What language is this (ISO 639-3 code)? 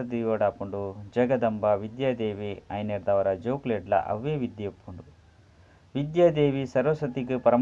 tcy